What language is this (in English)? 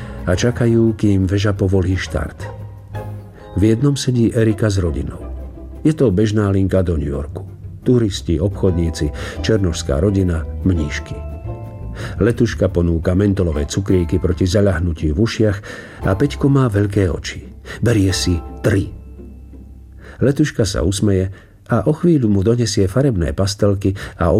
Slovak